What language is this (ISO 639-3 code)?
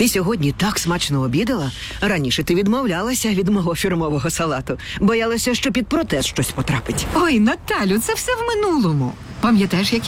ukr